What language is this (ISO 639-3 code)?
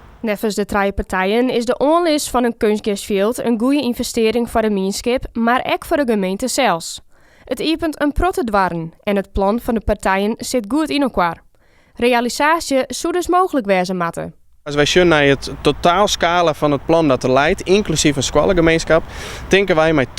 fry